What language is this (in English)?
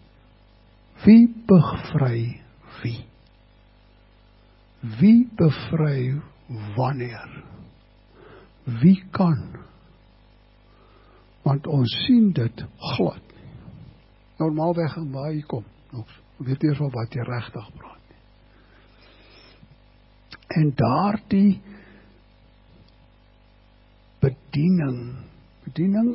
Afrikaans